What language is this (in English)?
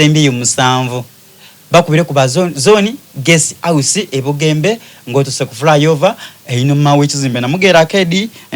Soga